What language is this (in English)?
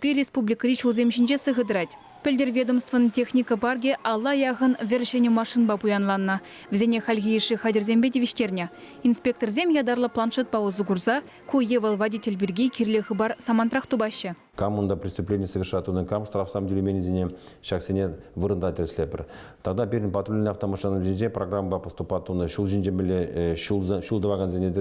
Chuvash